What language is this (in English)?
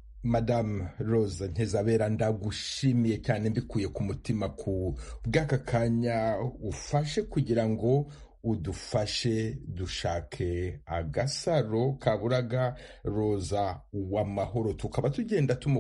Kinyarwanda